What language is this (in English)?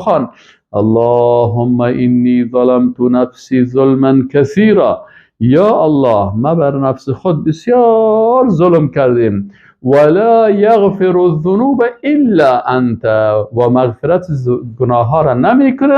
Persian